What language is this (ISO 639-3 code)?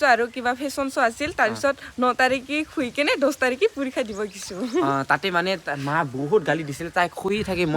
asm